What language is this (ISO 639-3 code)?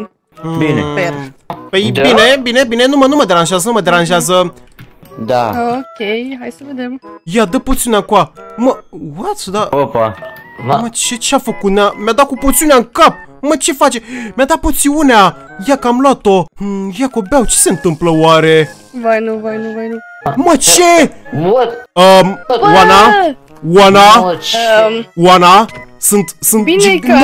ron